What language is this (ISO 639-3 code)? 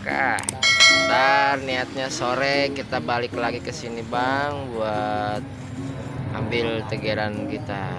bew